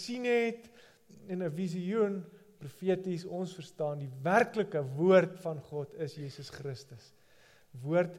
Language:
Afrikaans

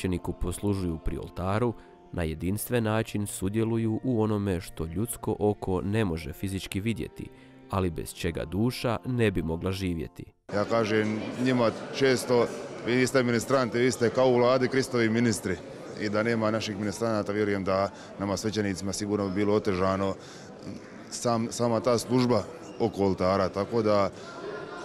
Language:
Croatian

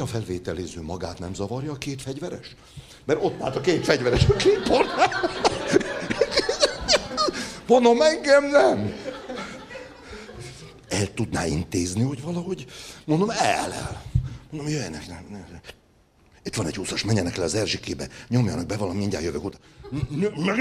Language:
Hungarian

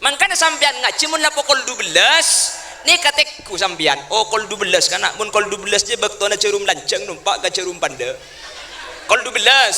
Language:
Madurese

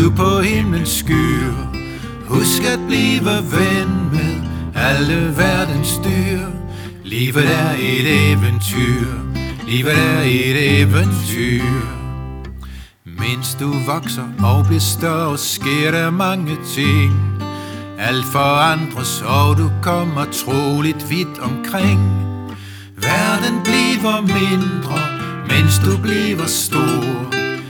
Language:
Danish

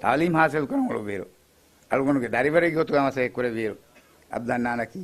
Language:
Divehi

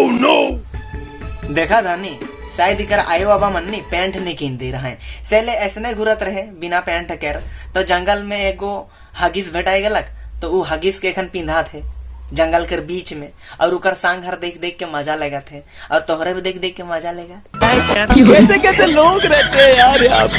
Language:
Sadri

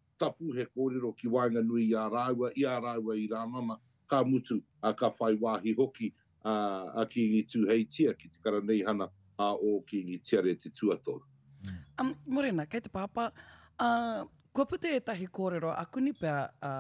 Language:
Māori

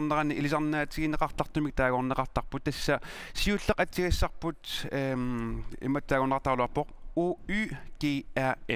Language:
Kalaallisut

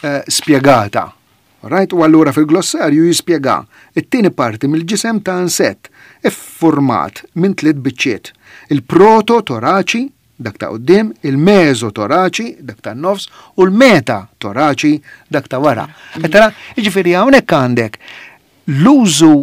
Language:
Maltese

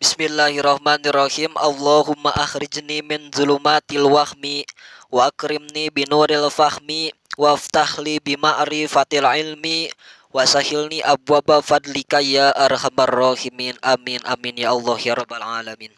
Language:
Sundanese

